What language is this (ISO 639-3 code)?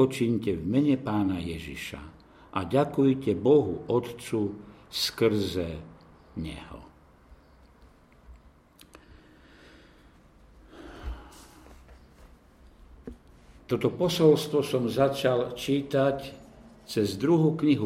slk